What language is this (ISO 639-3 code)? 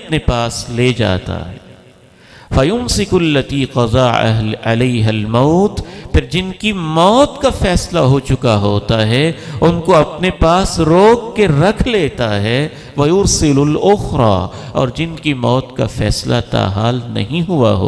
urd